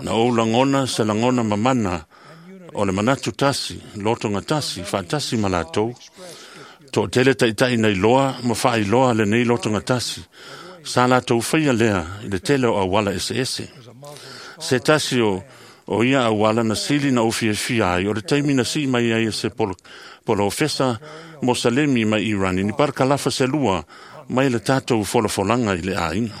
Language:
Samoan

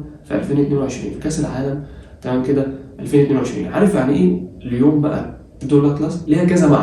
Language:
Egyptian Arabic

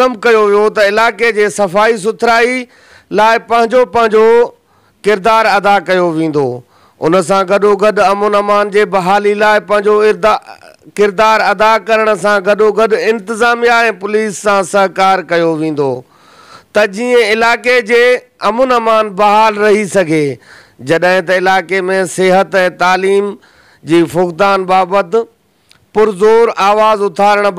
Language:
Sindhi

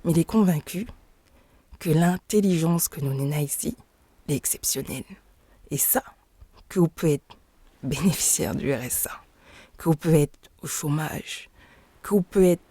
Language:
Réunion Creole French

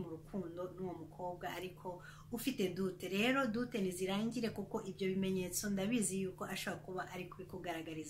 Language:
Kinyarwanda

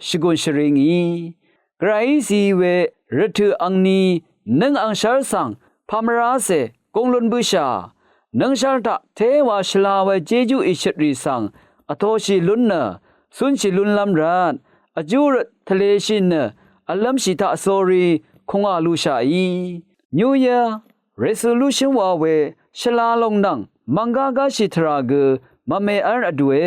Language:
Rawang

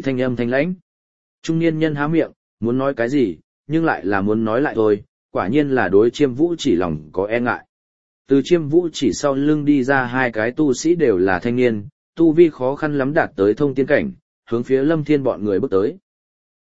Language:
Vietnamese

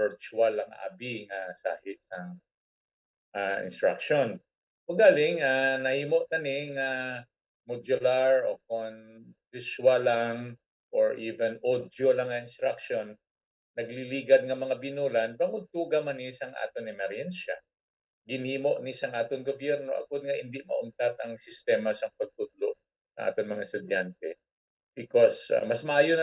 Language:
Hiligaynon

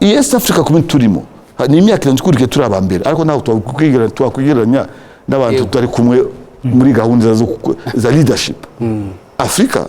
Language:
Kinyarwanda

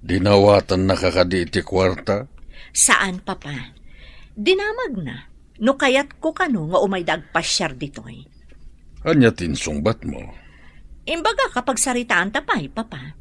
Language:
Iloko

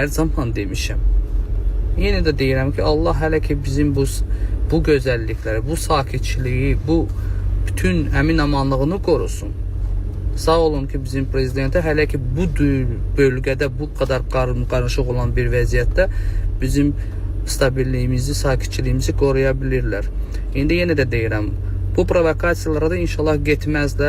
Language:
Azerbaijani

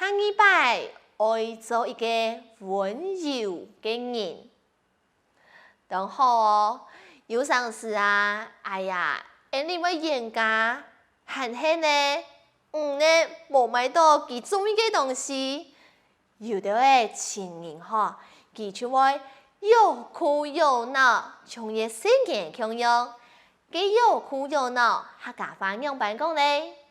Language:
Hakka Chinese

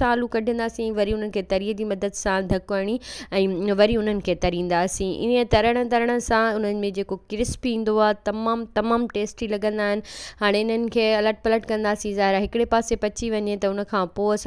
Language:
Sindhi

